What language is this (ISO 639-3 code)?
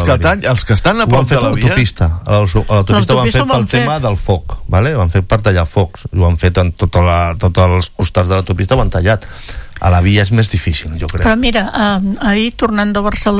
cat